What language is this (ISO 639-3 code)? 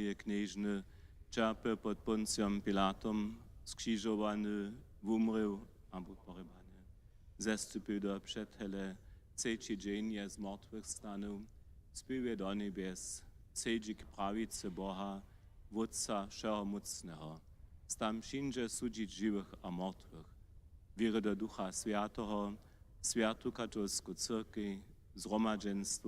hsb